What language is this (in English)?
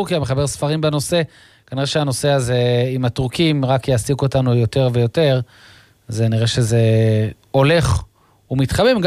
Hebrew